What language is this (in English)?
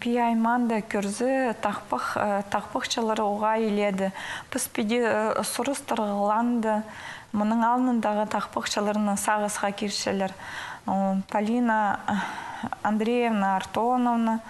Khakas